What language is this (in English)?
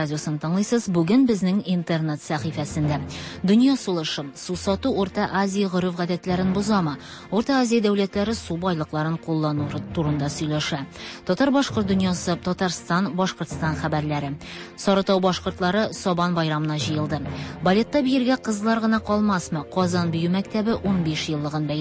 Tatar